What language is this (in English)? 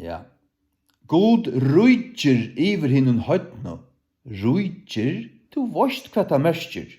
Faroese